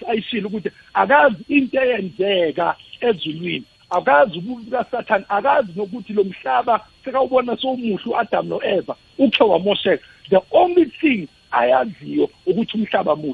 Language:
South Ndebele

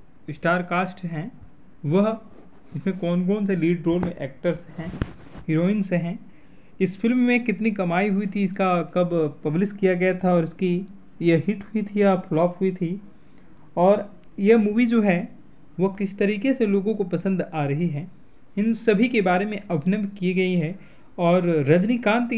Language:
Hindi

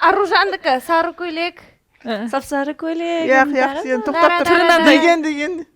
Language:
Kara-Kalpak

